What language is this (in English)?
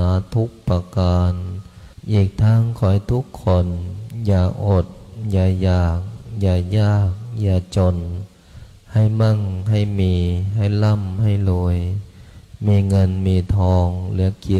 Pali